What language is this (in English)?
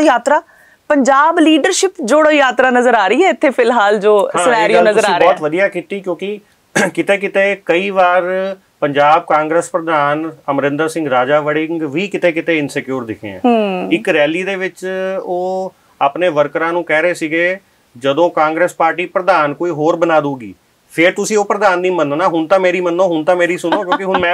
Punjabi